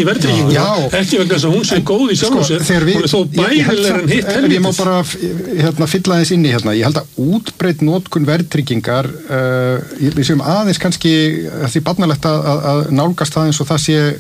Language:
Icelandic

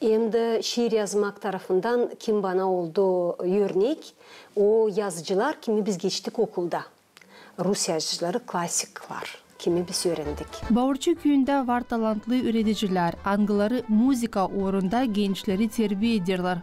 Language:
Gagauz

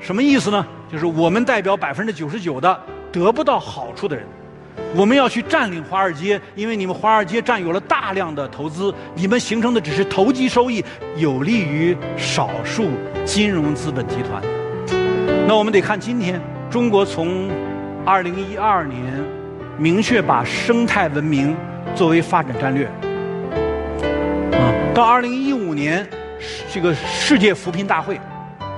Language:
Chinese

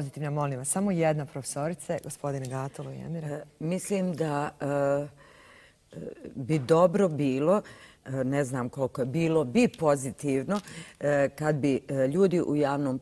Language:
Bosnian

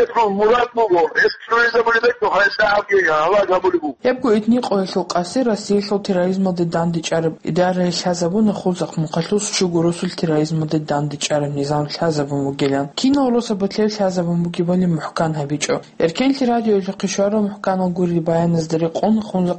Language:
Avaric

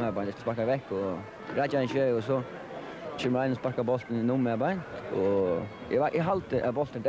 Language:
Faroese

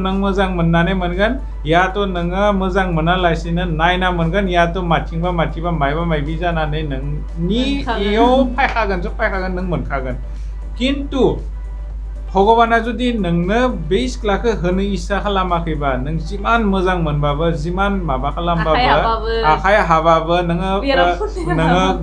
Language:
Bodo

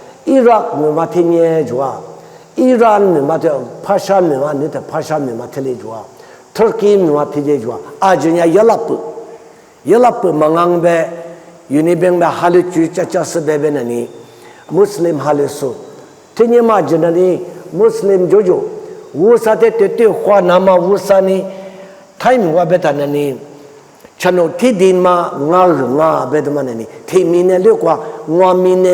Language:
Lisu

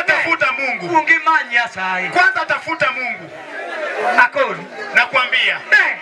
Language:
Luo (Kenya and Tanzania)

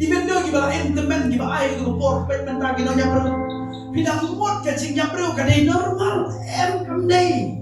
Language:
Khasi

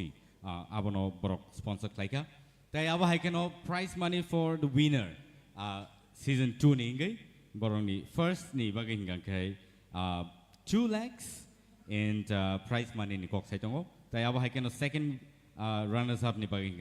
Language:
Kok Borok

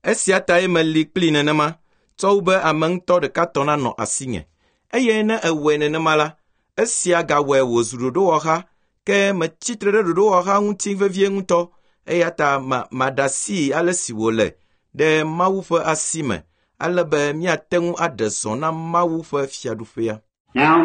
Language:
Ewe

